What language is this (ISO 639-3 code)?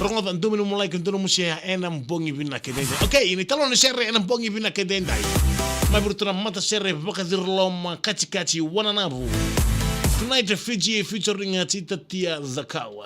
fij